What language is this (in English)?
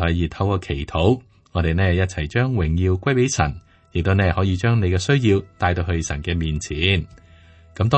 Cantonese